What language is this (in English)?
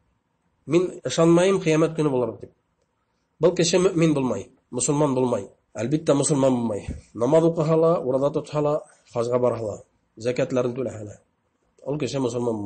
Bashkir